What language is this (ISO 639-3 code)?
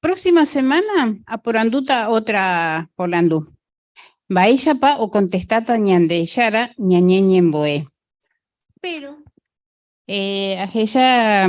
grn